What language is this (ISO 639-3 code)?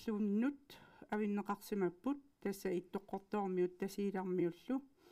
kal